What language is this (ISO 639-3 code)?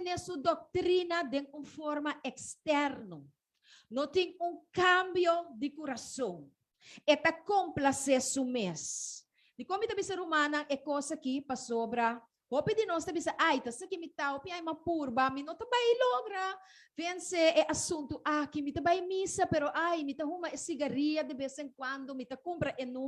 pap